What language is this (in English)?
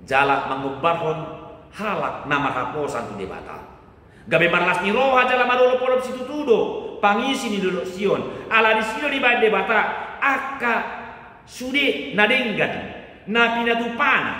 Batak Toba